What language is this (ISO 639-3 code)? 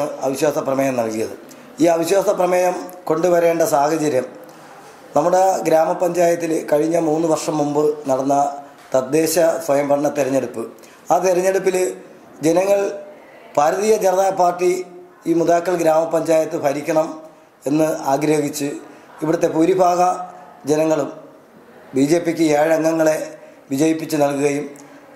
mal